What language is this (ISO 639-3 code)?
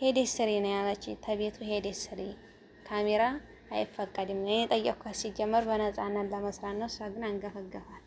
amh